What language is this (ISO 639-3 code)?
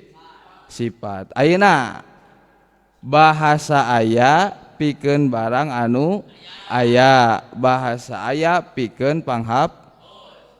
sun